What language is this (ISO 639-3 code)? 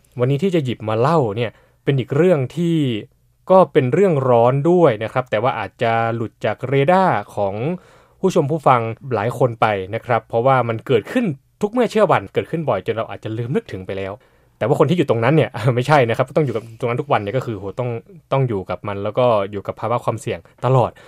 tha